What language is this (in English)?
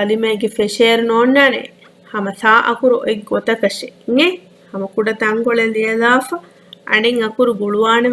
Divehi